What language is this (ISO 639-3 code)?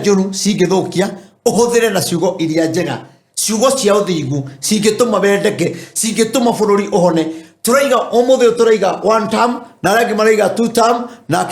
kik